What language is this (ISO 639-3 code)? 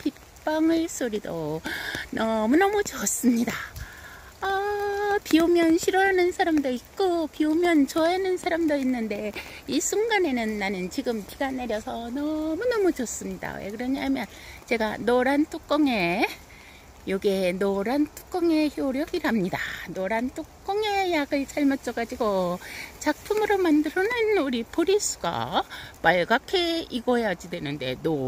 kor